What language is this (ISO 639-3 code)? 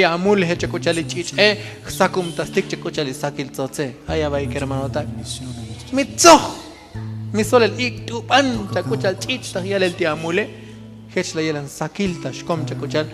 tzo